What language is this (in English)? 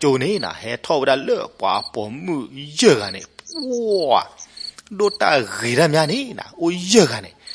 S'gaw Karen